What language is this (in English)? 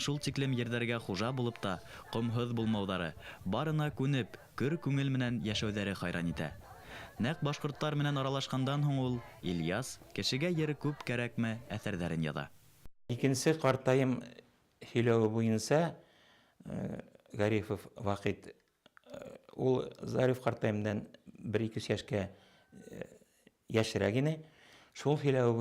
Bashkir